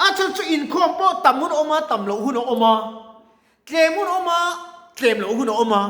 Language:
Mizo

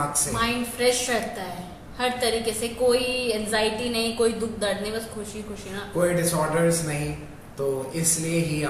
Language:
Urdu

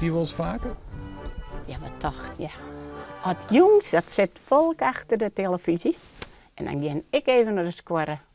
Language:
Western Frisian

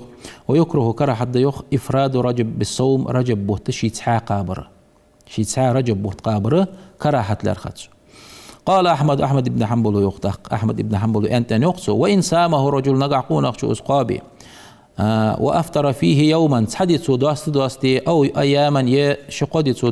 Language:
Ingush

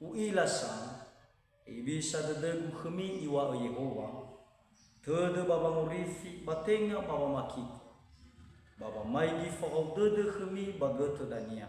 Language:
Nias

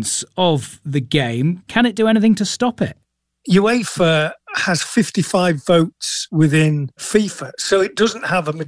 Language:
English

